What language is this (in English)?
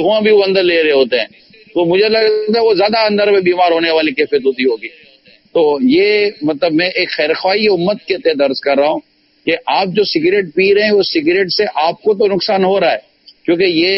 Urdu